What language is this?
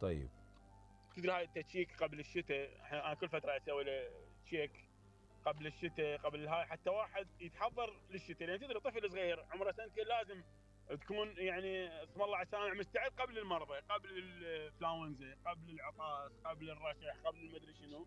Mesopotamian Arabic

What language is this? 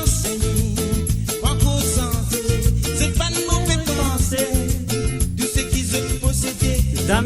Morisyen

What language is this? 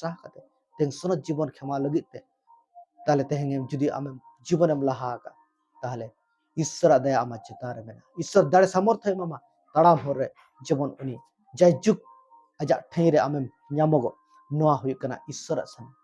Santali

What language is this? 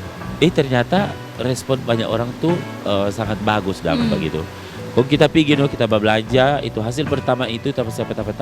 Manado Malay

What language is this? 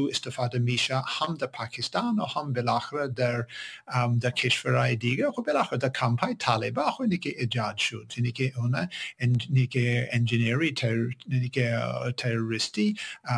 Persian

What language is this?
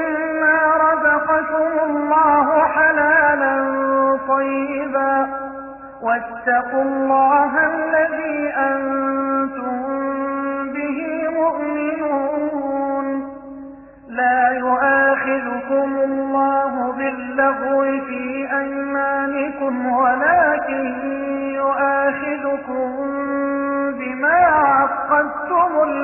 Arabic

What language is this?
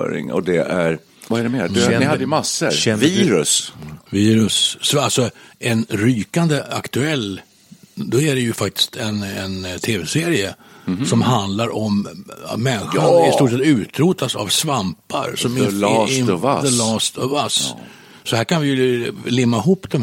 Swedish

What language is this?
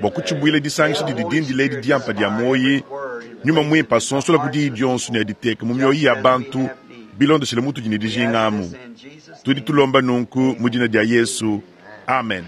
Luba-Lulua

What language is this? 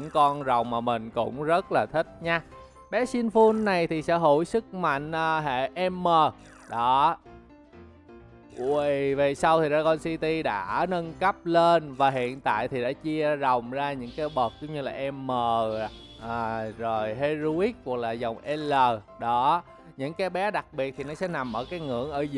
Vietnamese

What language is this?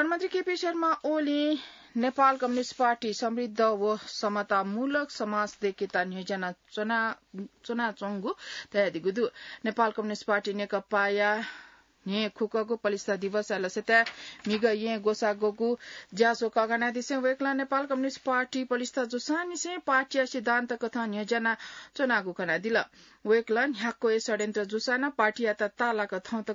Newari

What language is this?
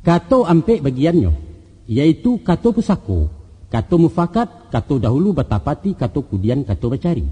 Minangkabau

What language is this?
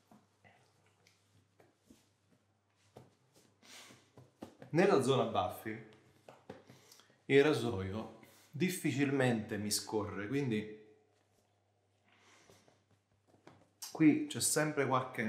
Italian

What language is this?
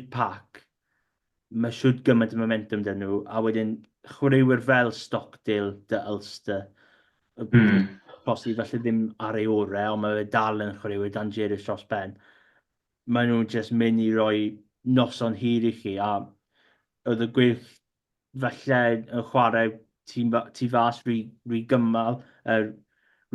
Welsh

